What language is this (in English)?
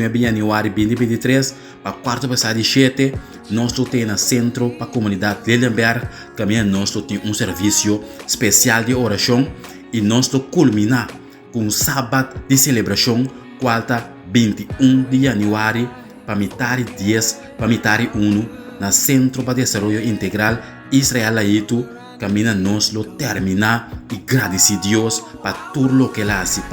Papiamento